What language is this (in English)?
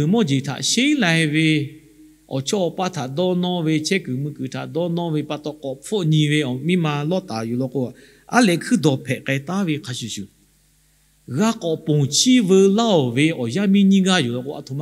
Lahu